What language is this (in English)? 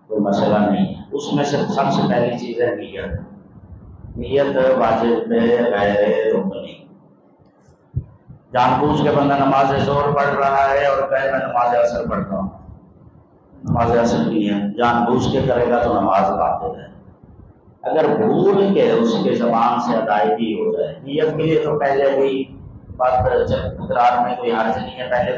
Urdu